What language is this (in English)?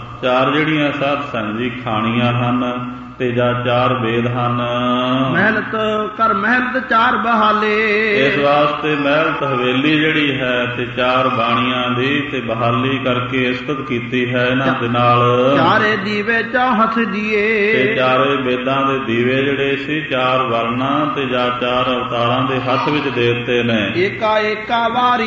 Punjabi